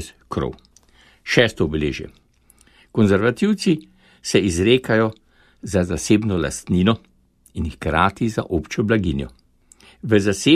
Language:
Slovenian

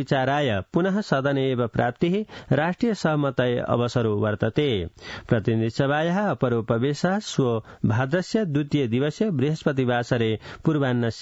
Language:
Sanskrit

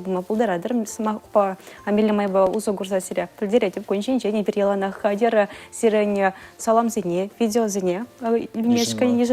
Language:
Chuvash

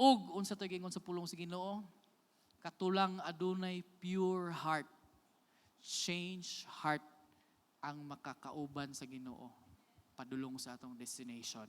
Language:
Cebuano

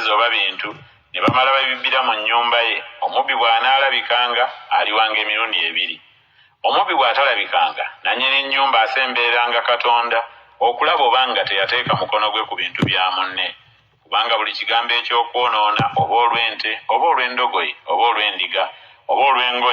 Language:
Ganda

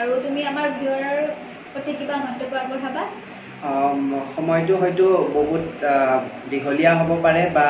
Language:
Assamese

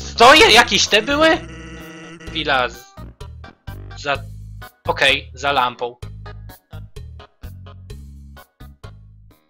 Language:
Polish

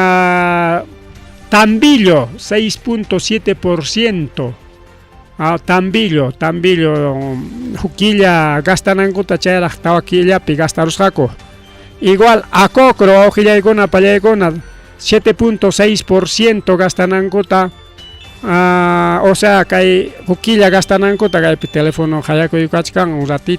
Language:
Ayacucho Quechua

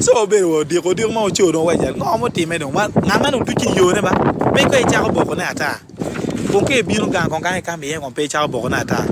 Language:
Acoli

